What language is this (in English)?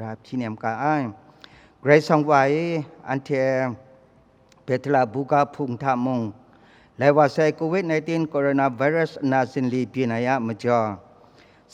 Kachin